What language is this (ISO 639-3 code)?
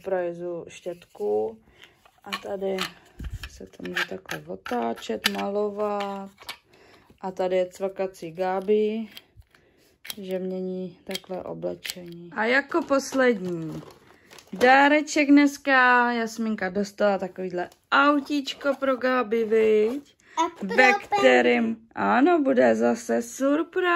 ces